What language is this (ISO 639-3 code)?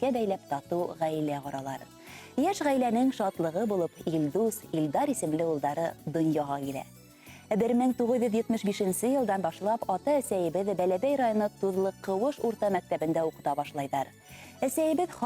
bak